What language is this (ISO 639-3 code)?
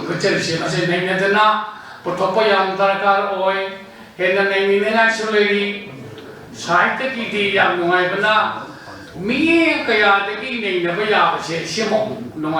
mni